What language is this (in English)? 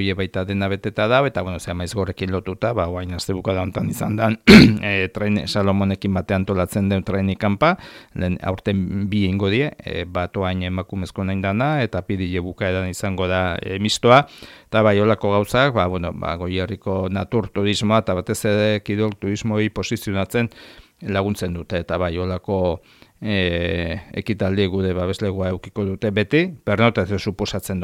Basque